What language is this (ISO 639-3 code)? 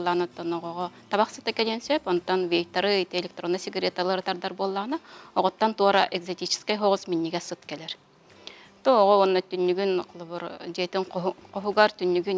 sah